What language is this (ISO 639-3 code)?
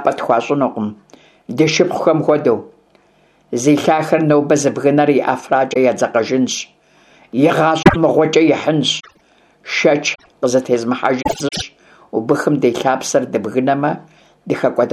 kbd